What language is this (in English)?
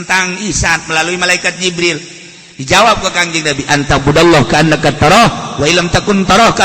Sundanese